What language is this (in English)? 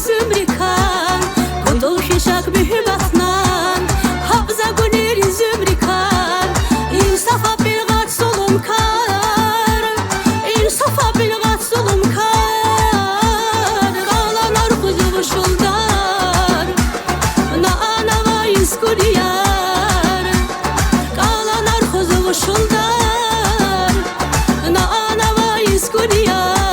Tabassaran